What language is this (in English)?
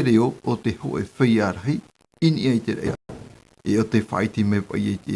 Tahitian